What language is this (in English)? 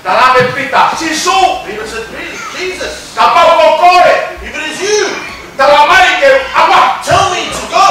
Tongan